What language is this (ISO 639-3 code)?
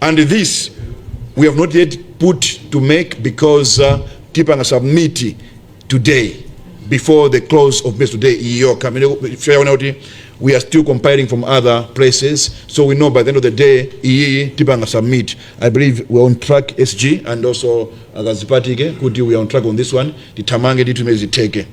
nya